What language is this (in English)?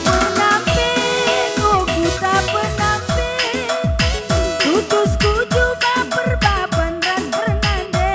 Batak Karo